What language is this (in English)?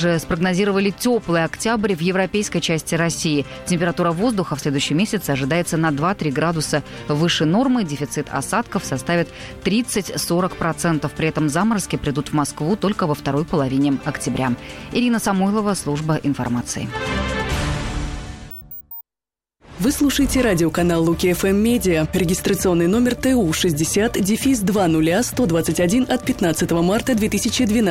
Russian